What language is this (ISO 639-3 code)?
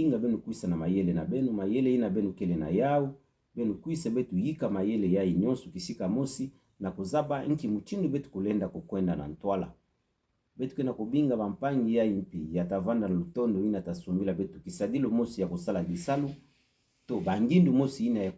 ktu